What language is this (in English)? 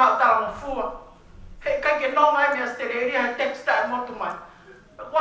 Tongan